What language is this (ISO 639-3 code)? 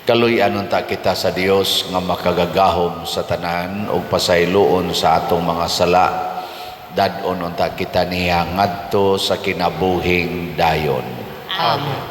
ceb